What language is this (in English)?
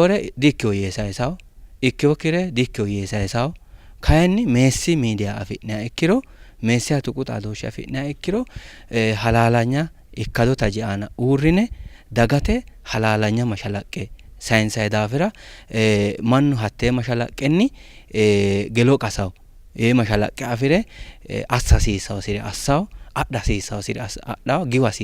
Sidamo